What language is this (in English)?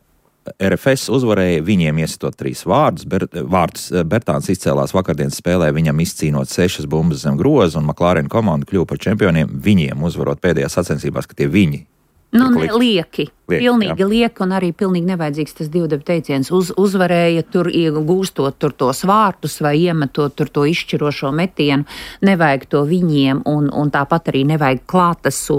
Latvian